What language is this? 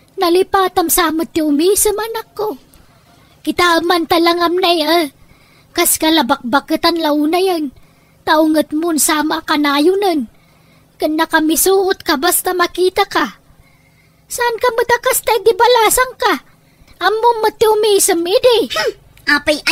Iloko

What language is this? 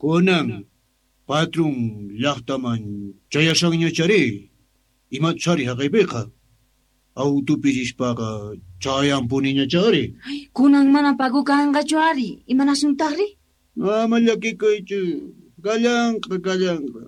South Bolivian Quechua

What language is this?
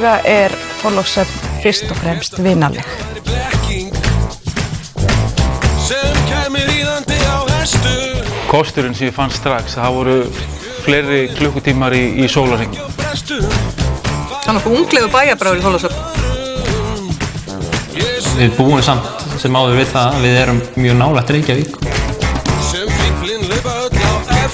Icelandic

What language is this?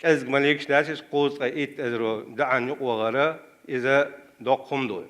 Chechen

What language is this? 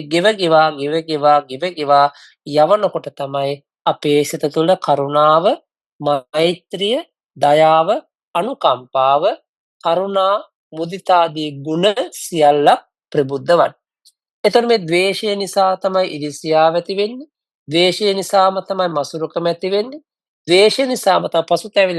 Sinhala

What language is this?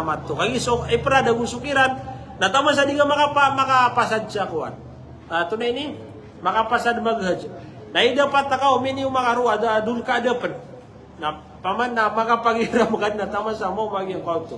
Maranao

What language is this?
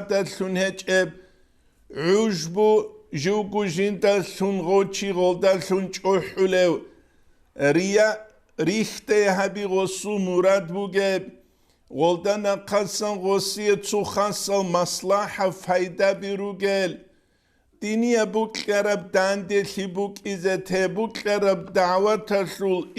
Avaric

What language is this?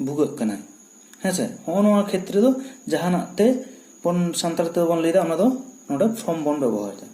Santali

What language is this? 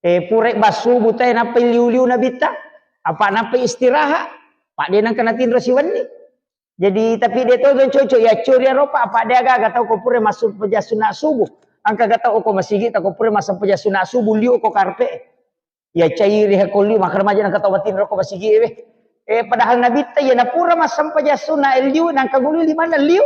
Buginese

